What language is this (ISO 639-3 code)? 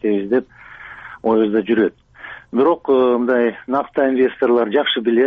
kir